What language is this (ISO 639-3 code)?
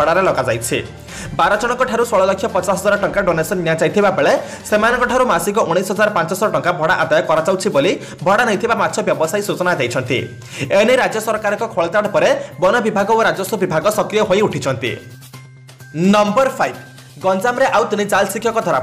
ori